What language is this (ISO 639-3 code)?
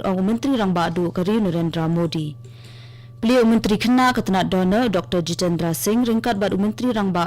kha